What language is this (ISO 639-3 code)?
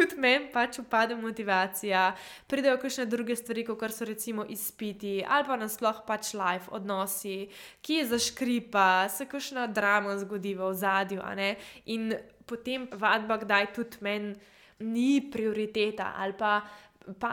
slv